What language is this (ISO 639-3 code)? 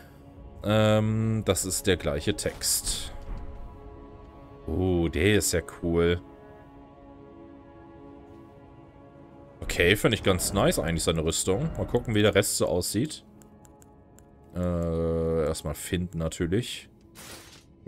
deu